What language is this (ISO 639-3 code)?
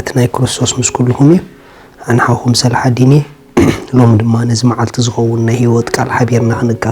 tir